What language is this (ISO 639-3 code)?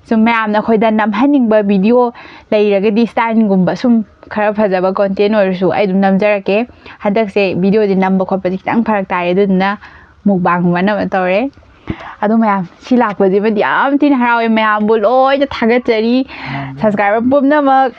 mni